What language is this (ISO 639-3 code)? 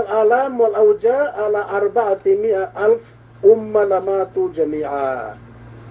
yka